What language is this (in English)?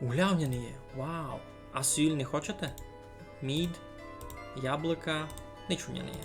Rusyn